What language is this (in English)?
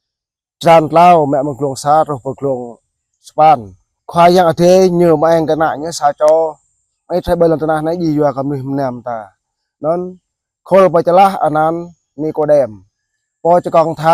Jarai